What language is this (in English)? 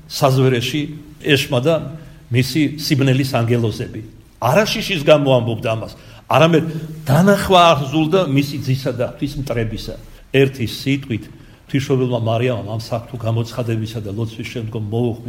Georgian